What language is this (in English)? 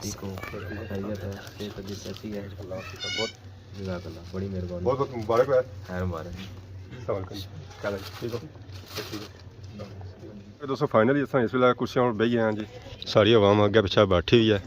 Pahari-Potwari